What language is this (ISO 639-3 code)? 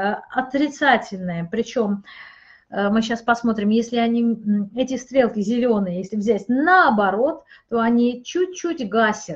rus